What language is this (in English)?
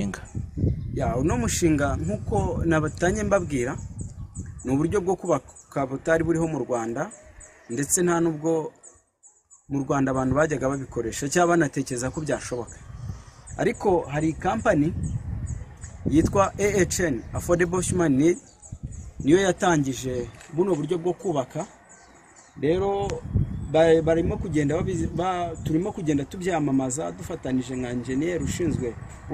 Kinyarwanda